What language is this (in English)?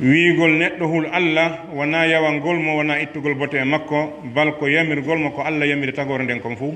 Pular